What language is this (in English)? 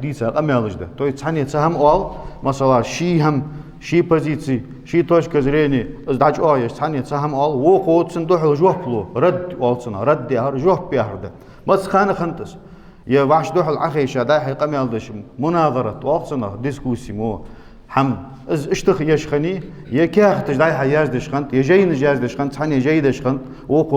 Ingush